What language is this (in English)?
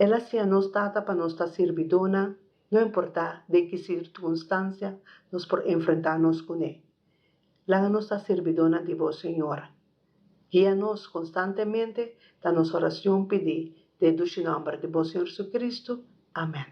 Papiamento